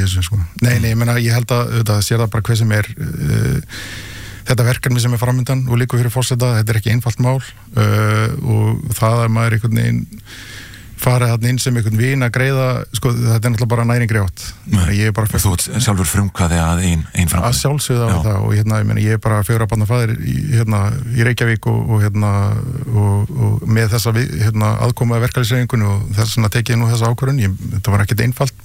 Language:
Icelandic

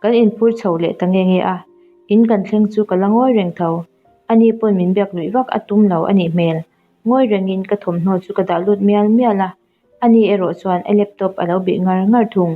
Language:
Mizo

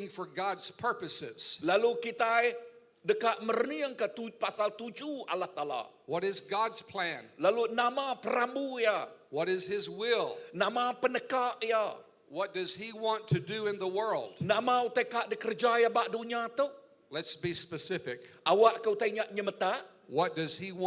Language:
Iban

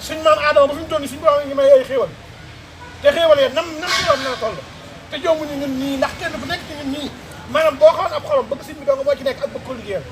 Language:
Wolof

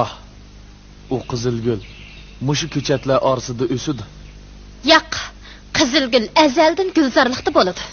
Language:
Uyghur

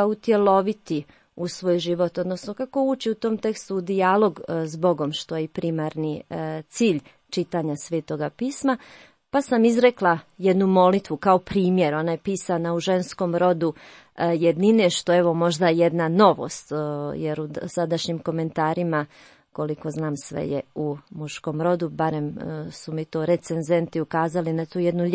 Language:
Croatian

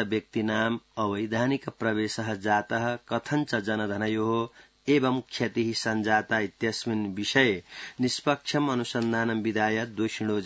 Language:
Sanskrit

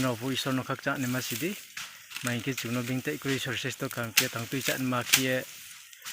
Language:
Riang (India)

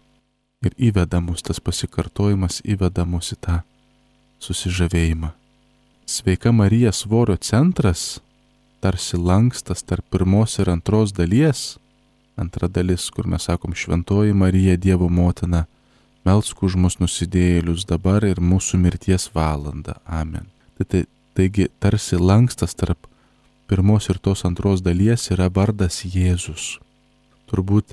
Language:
Lithuanian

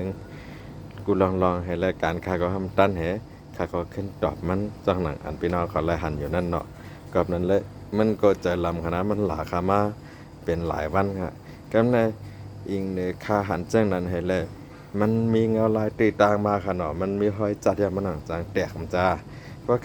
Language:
Shan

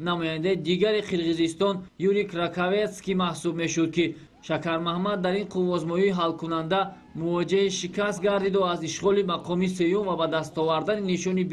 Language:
Tajik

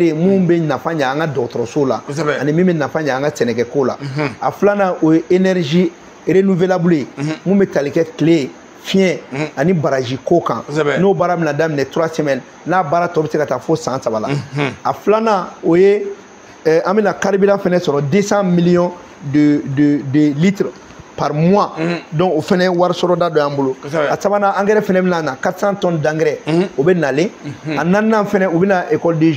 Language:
Bambara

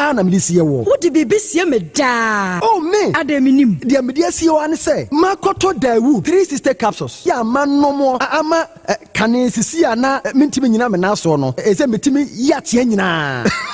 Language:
Akan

